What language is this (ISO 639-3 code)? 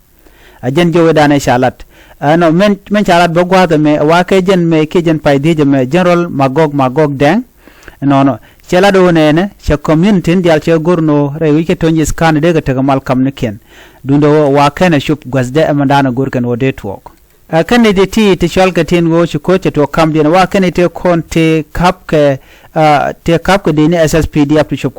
nus